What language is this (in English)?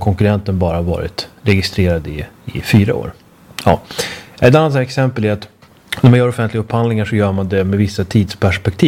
Swedish